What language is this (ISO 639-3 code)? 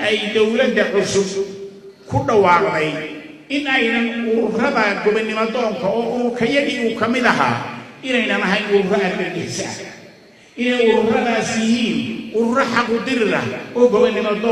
som